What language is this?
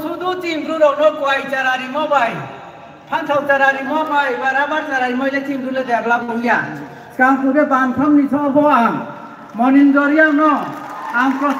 Riang (India)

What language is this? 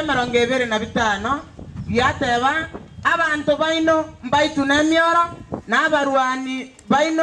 Gusii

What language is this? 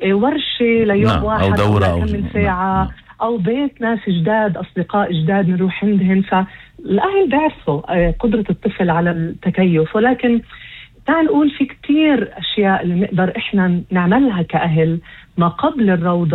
North Levantine Arabic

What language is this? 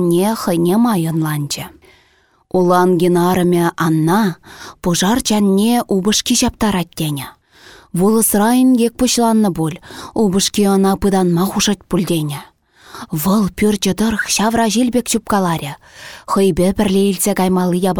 Chuvash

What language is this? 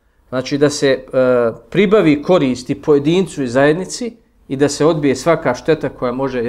Bosnian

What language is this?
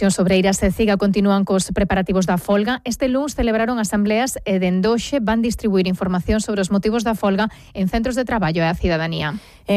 Galician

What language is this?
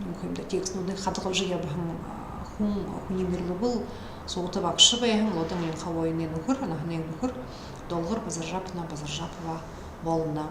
Buriat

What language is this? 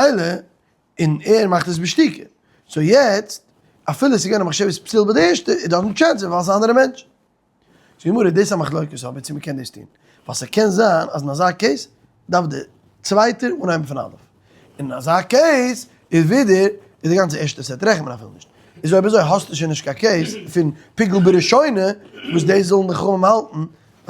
Yiddish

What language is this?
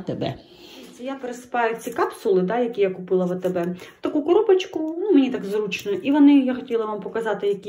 Ukrainian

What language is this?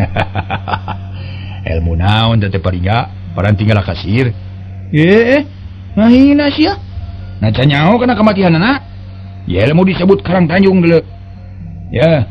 Sundanese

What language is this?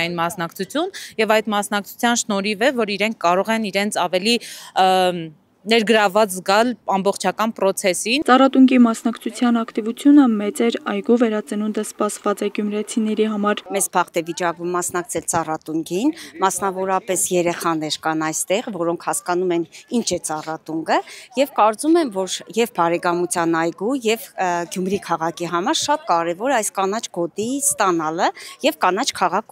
Armenian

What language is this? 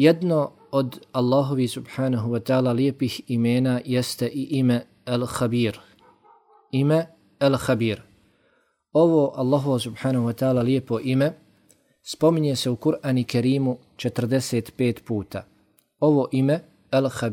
Bosnian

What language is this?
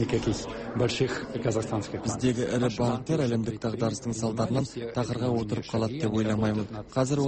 Kazakh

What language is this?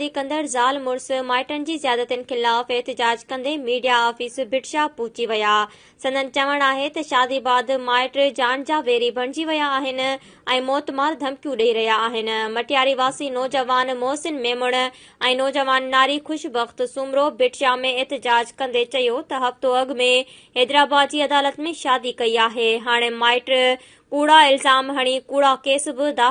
Sindhi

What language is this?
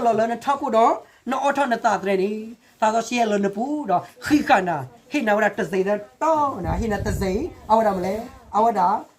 S'gaw Karen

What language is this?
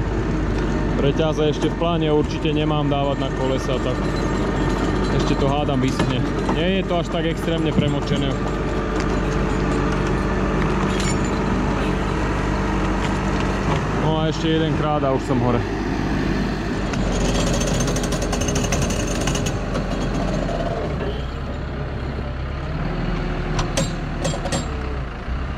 Slovak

